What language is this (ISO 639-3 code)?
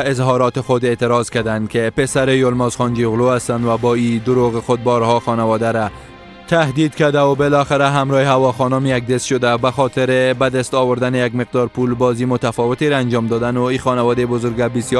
fas